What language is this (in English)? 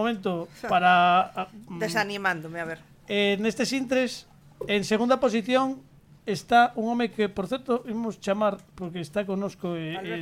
Galician